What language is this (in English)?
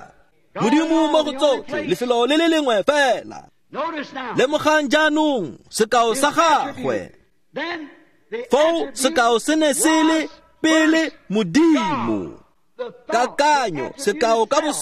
Tswana